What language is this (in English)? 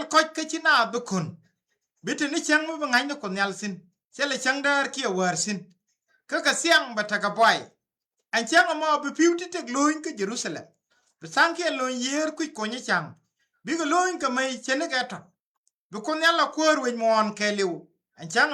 Nuer